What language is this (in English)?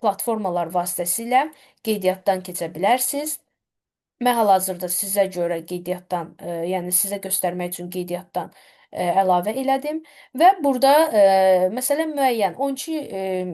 Azerbaijani